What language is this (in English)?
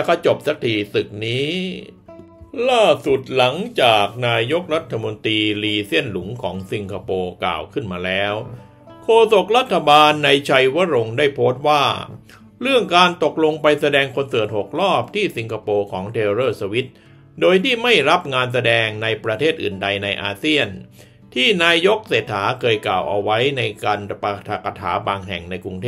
Thai